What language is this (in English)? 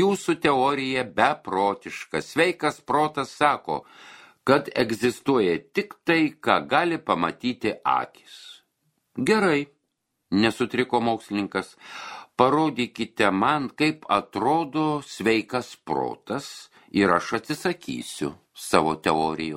Lithuanian